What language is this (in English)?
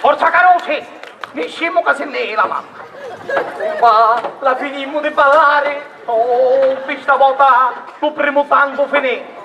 Sicilian